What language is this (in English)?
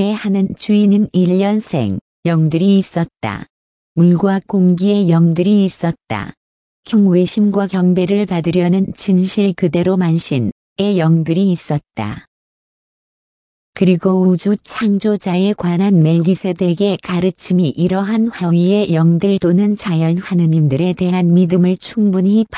Korean